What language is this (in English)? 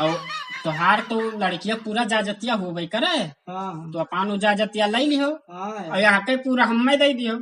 Awadhi